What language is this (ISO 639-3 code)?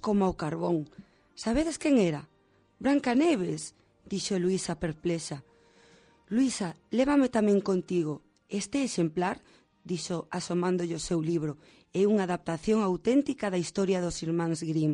glg